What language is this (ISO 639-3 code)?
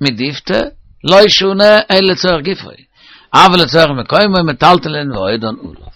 yid